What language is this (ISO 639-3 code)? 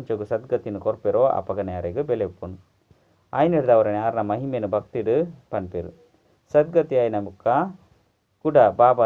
tcy